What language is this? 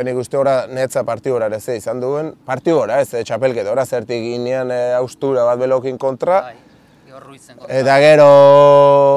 Basque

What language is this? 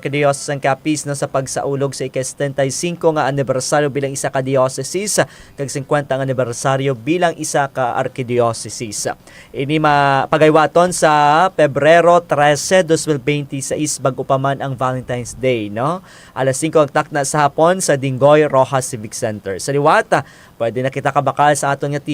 Hiligaynon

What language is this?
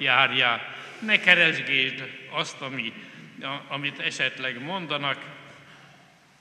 Hungarian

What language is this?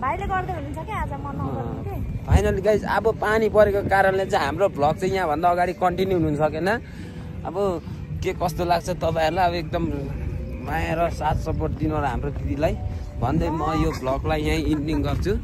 Nepali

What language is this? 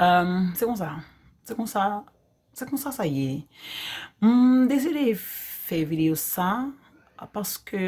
Haitian Creole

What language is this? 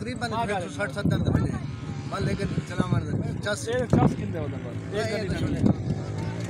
Saraiki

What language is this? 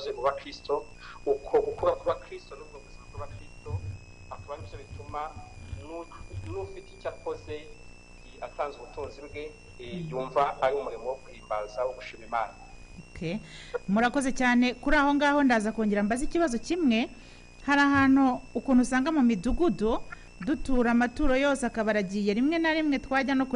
Kinyarwanda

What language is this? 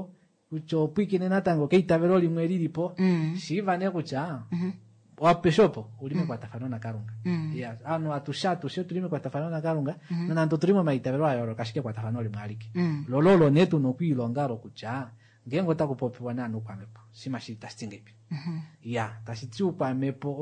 Kuanyama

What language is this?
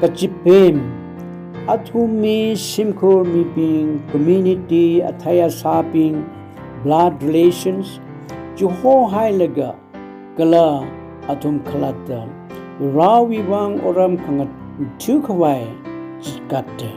Tangkhul Naga (India)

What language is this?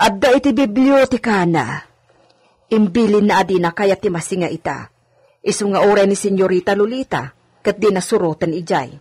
Iloko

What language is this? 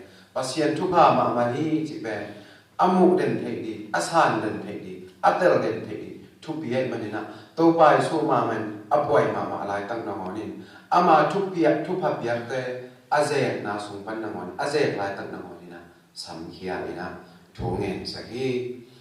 Tedim Chin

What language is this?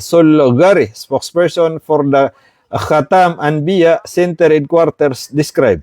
Maranao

